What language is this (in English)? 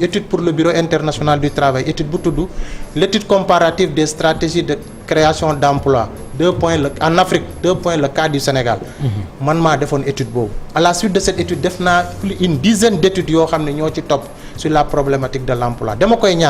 Wolof